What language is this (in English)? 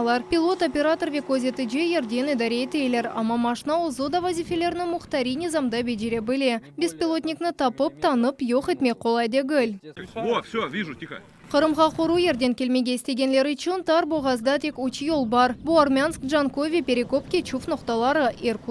Crimean Tatar